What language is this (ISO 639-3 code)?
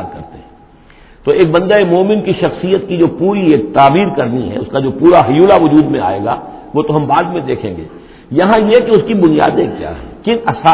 urd